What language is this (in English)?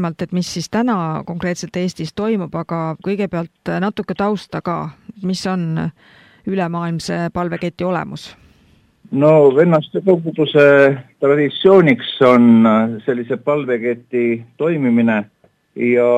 Estonian